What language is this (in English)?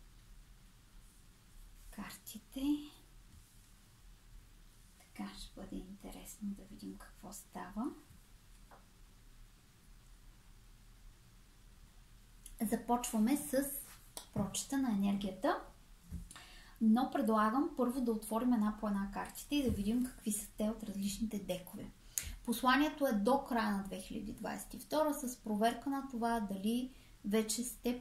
Bulgarian